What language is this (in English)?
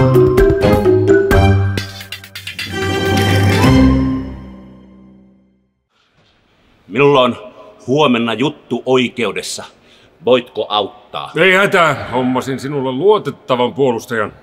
Finnish